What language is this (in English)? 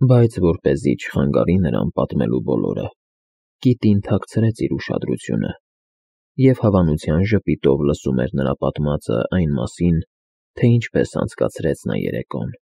Armenian